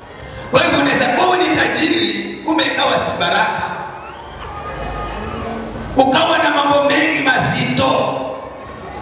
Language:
Swahili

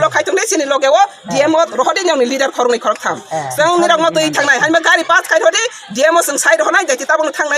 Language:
Kok Borok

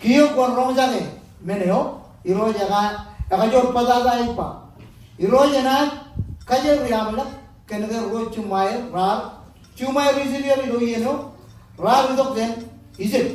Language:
Marshallese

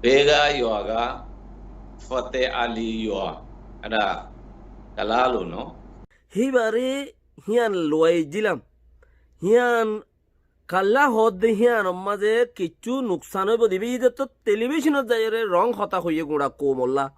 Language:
Rohingya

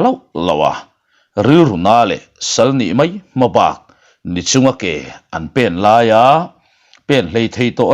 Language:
Mizo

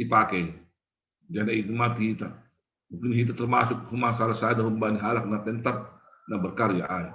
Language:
Batak Simalungun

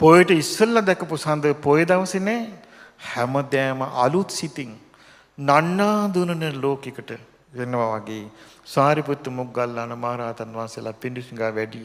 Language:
Sinhala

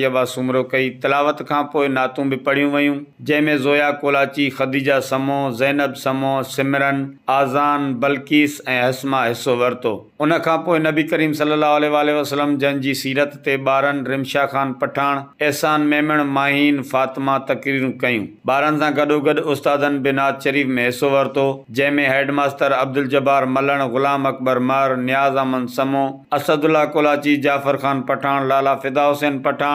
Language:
Sindhi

